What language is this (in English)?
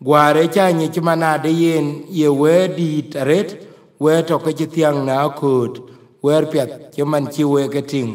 Dinka